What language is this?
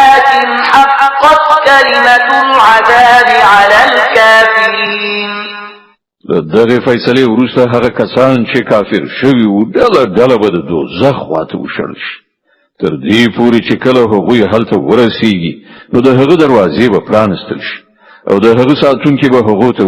Pashto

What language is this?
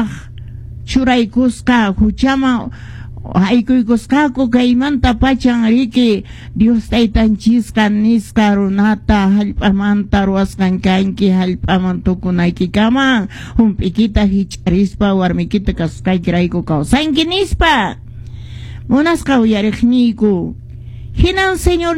Quechua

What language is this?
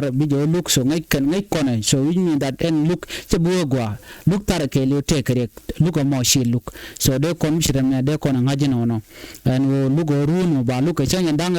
Nuer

